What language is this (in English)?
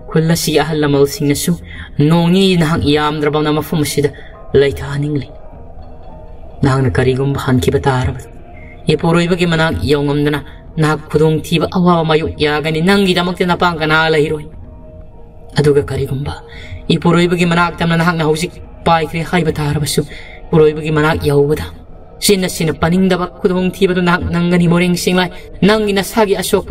Manipuri